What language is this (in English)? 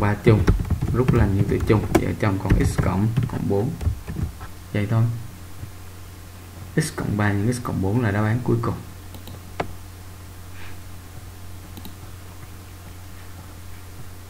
Vietnamese